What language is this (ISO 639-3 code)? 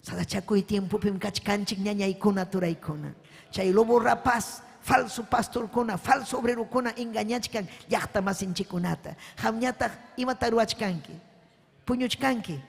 quy